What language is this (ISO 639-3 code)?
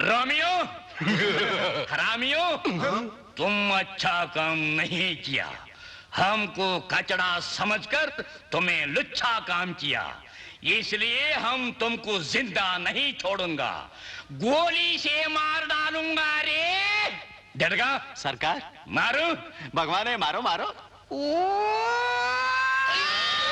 kan